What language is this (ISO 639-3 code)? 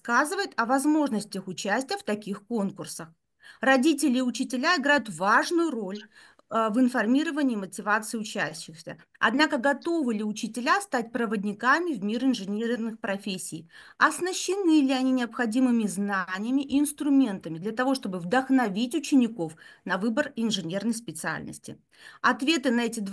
rus